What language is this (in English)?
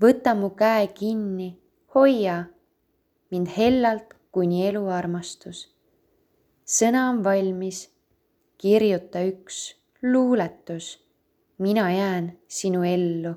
Estonian